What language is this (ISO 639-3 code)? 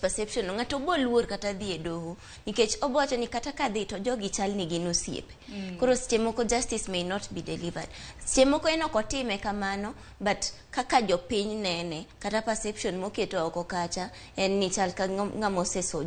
luo